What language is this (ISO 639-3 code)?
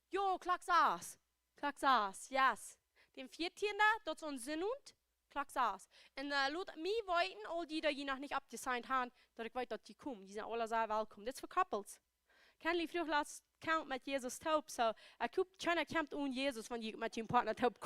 pdt